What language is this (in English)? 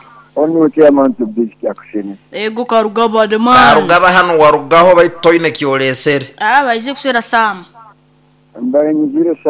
Nyoro